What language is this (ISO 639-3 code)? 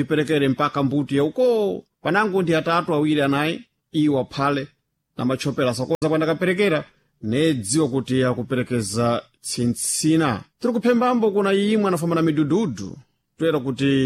seh